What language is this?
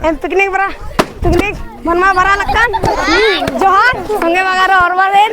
Kurukh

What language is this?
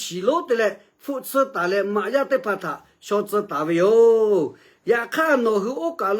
Lahu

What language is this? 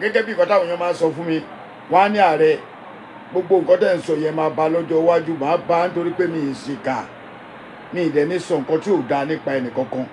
Yoruba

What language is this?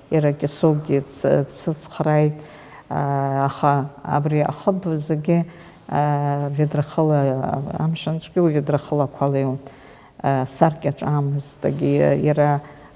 Abkhazian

